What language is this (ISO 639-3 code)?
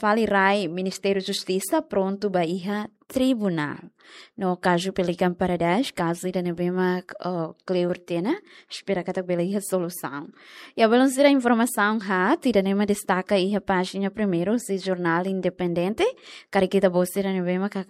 tet